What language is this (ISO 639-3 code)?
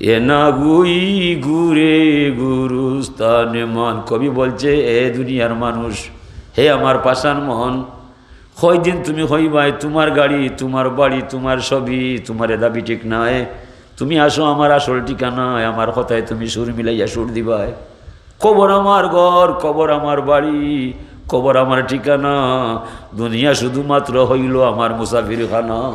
syl